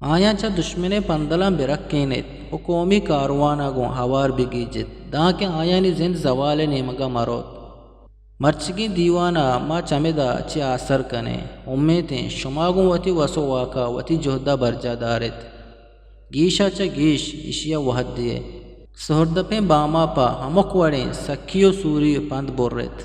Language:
Eastern Balochi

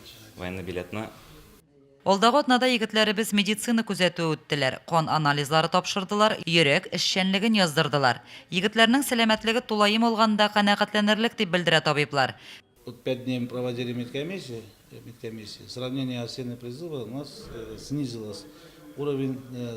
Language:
Tatar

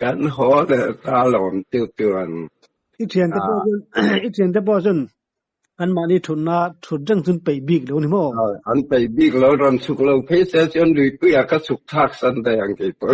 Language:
Mizo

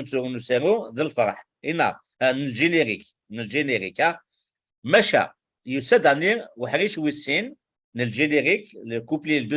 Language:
Kabyle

